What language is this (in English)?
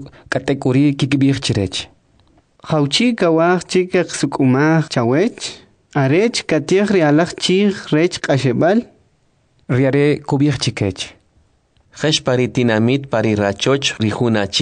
Kʼicheʼ